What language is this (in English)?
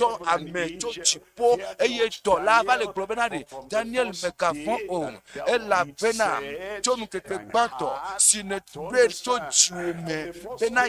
Ewe